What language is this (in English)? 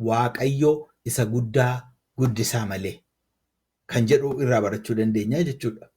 Oromo